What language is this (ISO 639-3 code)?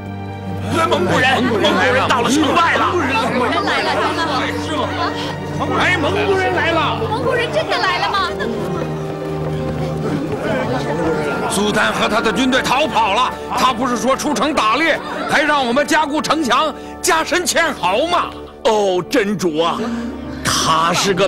zho